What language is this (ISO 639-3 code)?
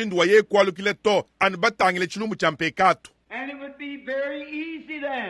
lua